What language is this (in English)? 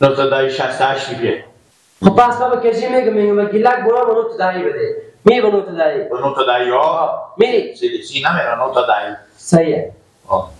Persian